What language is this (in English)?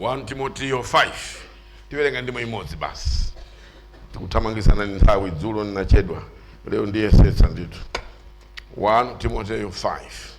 Nyanja